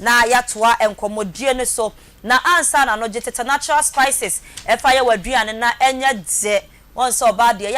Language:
Akan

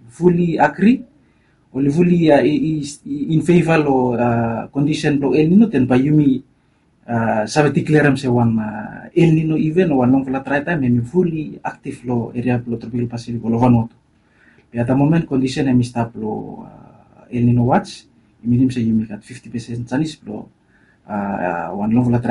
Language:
Bislama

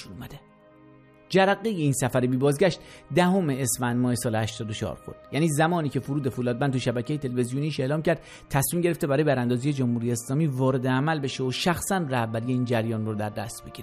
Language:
Persian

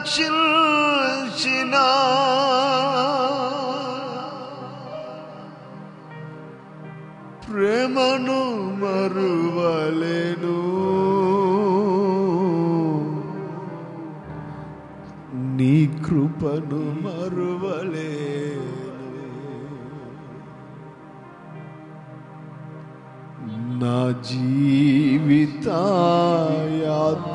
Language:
Telugu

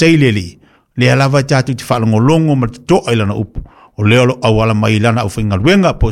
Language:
Samoan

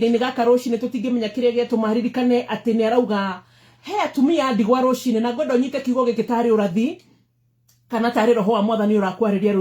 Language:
Kikuyu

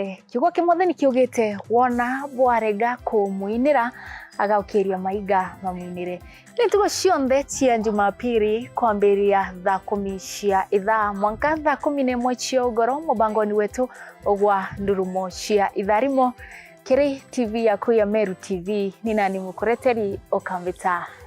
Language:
Meru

